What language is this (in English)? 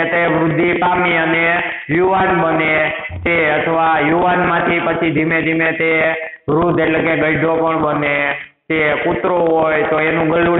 Gujarati